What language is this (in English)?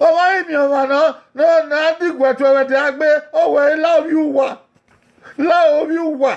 Bini